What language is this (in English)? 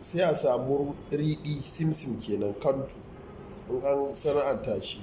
Hausa